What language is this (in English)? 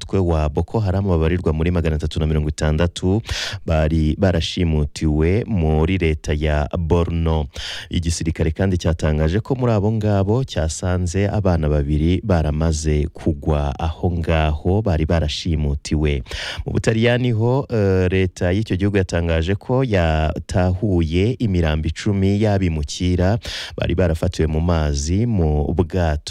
Kinyarwanda